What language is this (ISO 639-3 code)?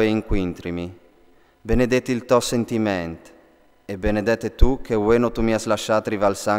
fur